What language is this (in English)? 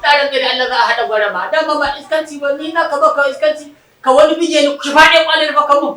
Hausa